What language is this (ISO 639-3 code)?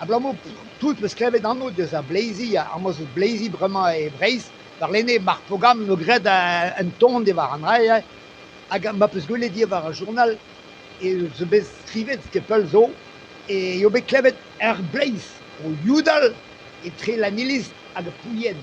bre